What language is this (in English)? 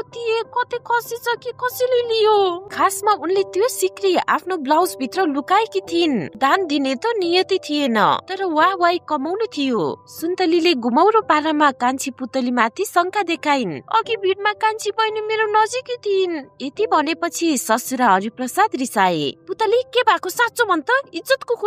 Nepali